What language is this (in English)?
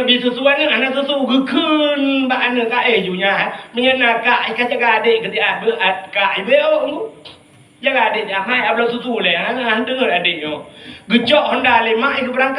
Achinese